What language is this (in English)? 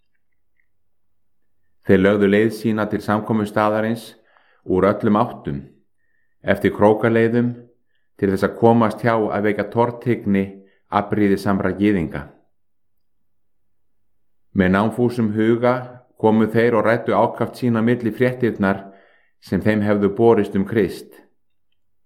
Icelandic